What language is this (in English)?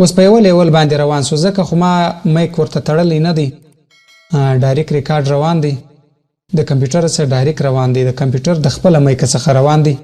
Pashto